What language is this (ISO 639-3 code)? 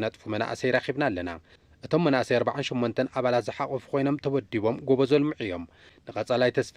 tir